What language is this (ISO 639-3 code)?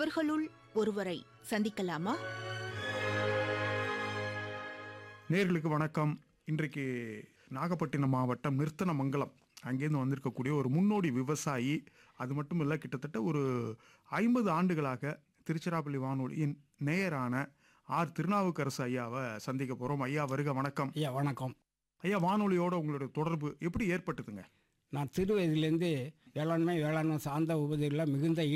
tam